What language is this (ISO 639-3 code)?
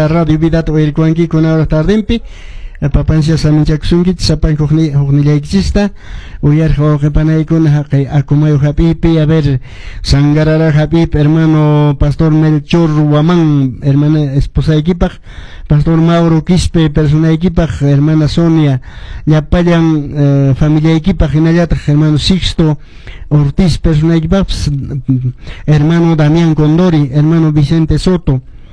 que